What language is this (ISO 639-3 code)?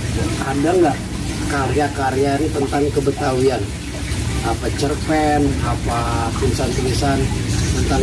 bew